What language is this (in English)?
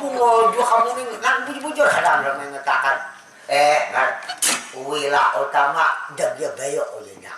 Banjar